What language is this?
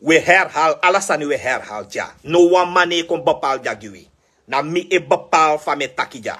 Sranan Tongo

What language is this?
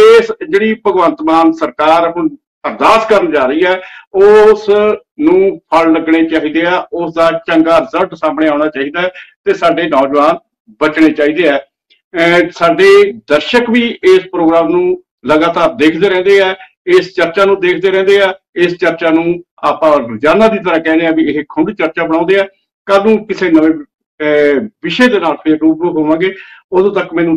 Punjabi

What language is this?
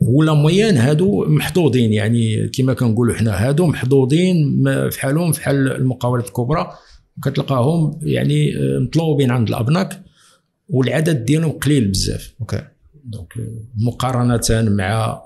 Moroccan Arabic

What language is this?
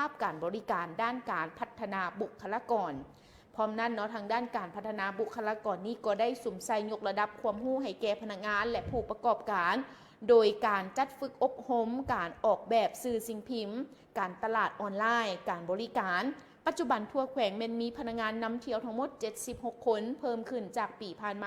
Lao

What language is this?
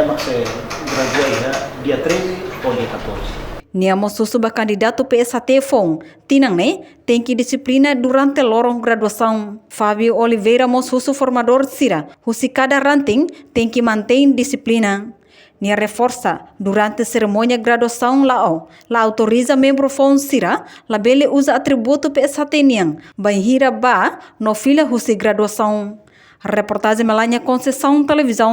Tetum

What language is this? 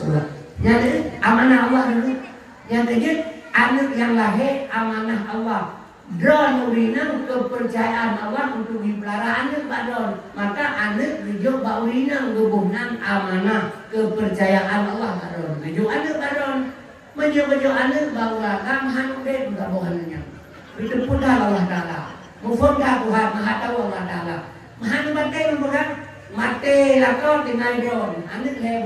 Achinese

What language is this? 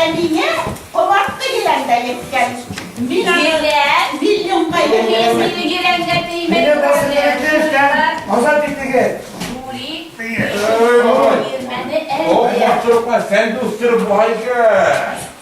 Bashkir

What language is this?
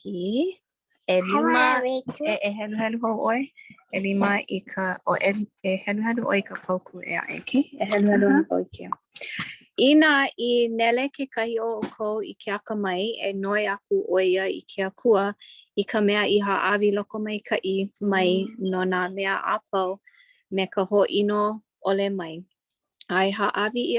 Hawaiian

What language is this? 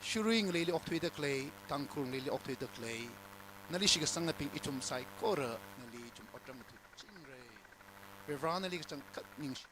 Tangkhul Naga (India)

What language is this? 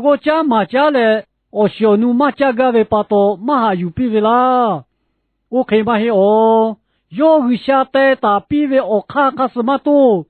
Lahu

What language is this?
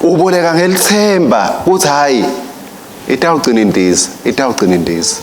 Swati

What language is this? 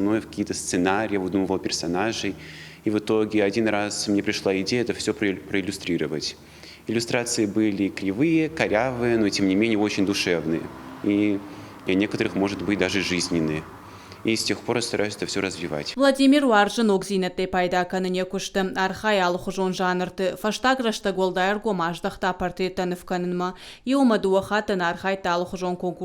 Ossetic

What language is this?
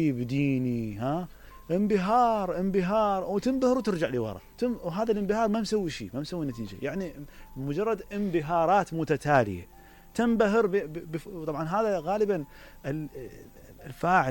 Mesopotamian Arabic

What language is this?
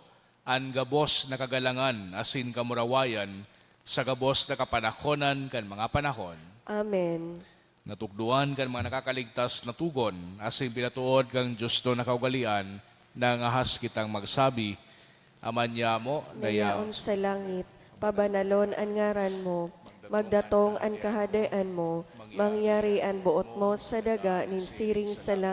Bikol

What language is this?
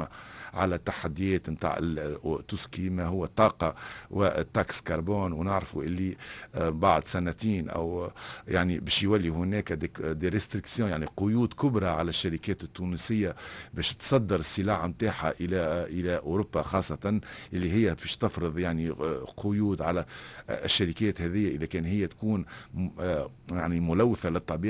Tunisian Arabic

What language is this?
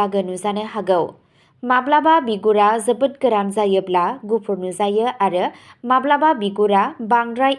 Bodo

